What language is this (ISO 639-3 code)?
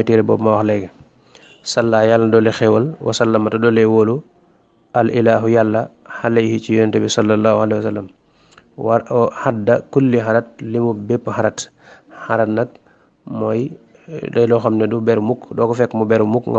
wol